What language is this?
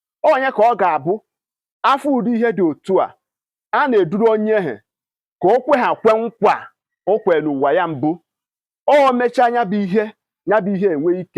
Igbo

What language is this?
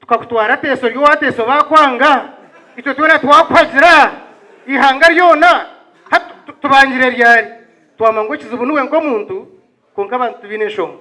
Nyankole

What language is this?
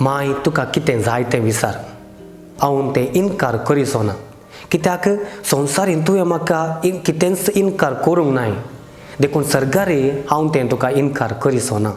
Konkani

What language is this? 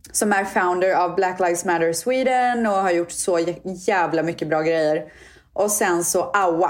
Swedish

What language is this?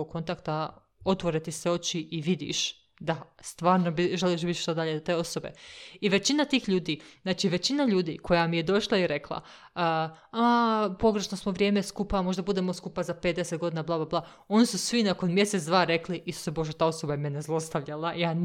Serbian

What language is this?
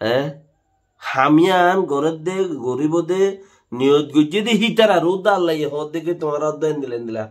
Rohingya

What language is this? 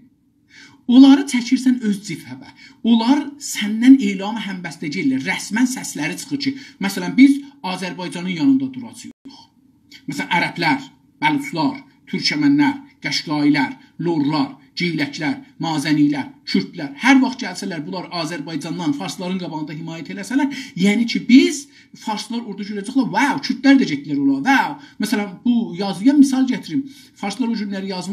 South Azerbaijani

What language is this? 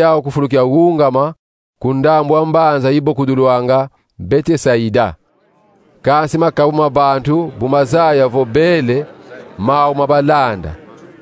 Kongo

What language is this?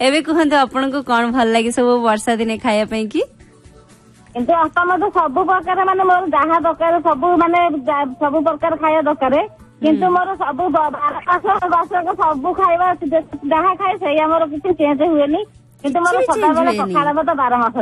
Odia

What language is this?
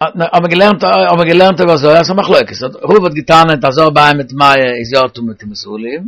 Yiddish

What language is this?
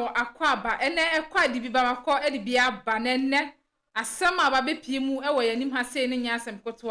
Akan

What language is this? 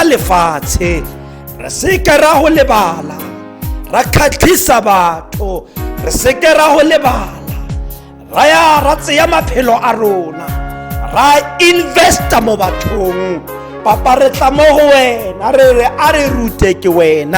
Tswana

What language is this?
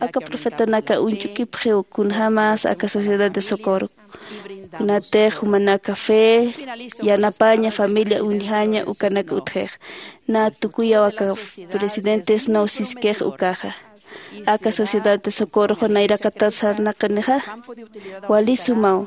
Aymara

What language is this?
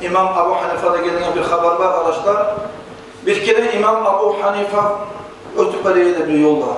Kumyk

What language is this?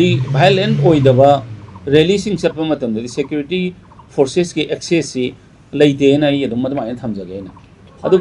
Manipuri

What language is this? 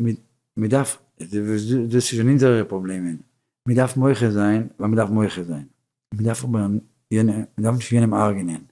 Yiddish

